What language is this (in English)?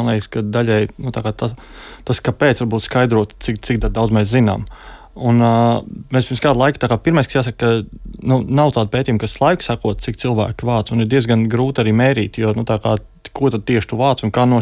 Latvian